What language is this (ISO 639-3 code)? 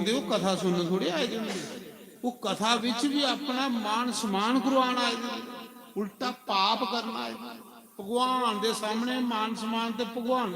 doi